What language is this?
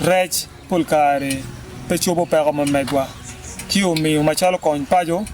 Acoli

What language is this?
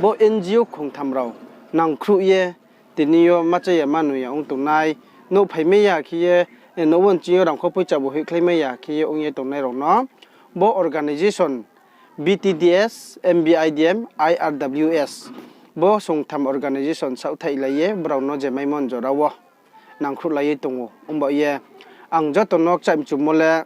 Riang (India)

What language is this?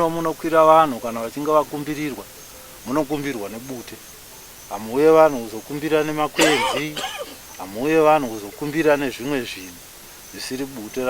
Shona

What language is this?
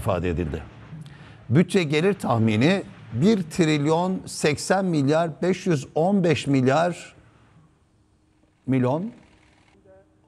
Turkish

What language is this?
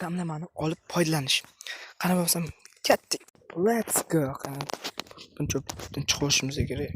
Uzbek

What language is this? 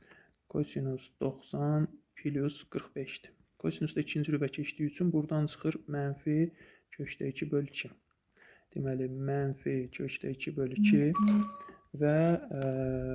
Azerbaijani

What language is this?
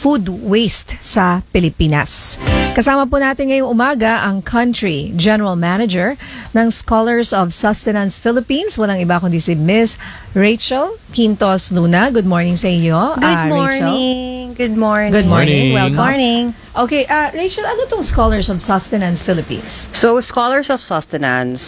Filipino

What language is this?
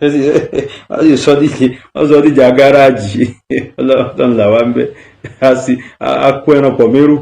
Yoruba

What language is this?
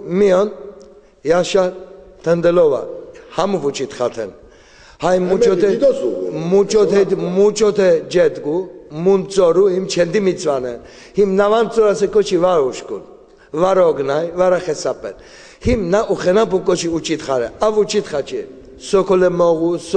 Laz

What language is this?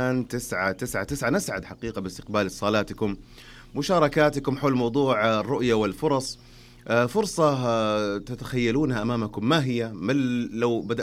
Najdi Arabic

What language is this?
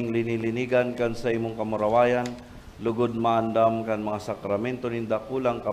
Bikol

